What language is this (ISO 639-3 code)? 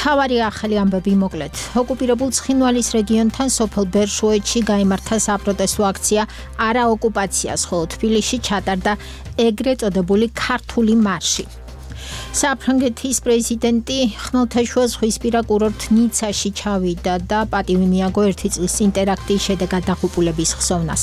kat